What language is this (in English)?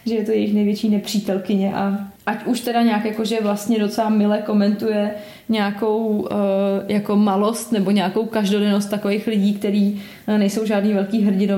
Czech